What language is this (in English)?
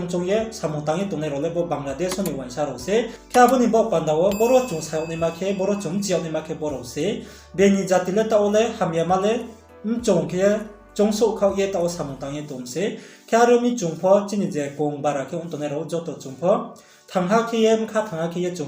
Riang (India)